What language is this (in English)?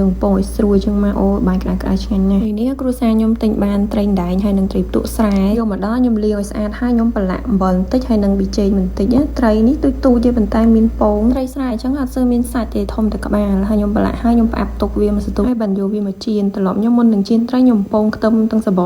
Khmer